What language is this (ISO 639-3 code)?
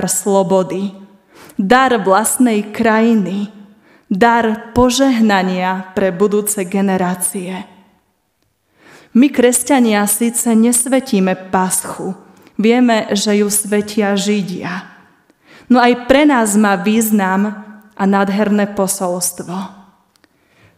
slk